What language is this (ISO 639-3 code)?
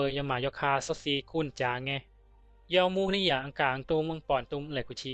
bzi